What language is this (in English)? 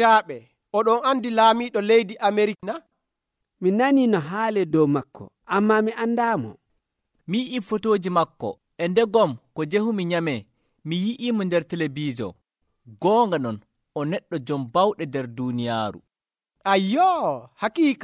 Nigerian Fulfulde